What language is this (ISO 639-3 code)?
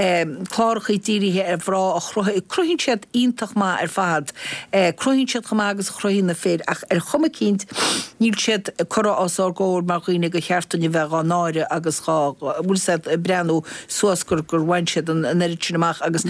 gle